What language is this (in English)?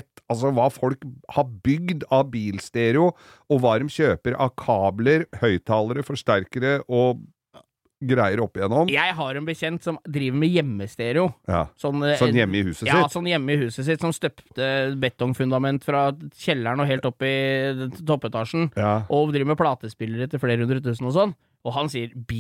Norwegian